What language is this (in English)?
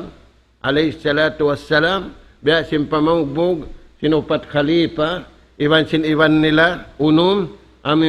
Tausug